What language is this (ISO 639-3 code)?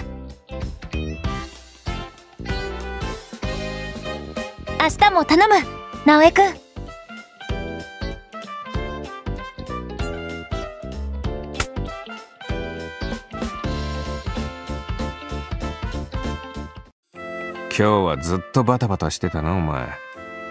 jpn